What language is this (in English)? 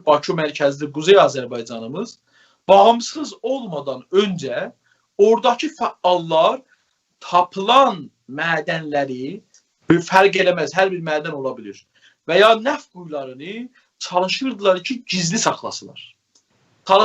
South Azerbaijani